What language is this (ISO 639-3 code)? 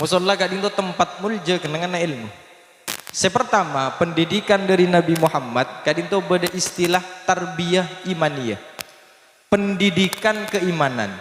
mad